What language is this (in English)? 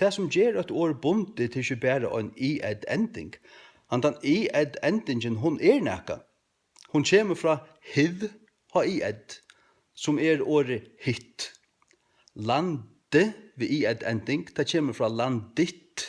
Faroese